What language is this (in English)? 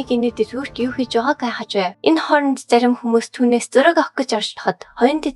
Mongolian